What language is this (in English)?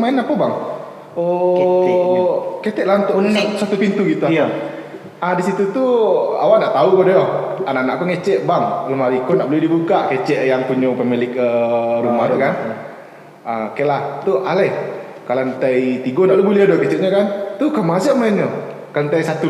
Minangkabau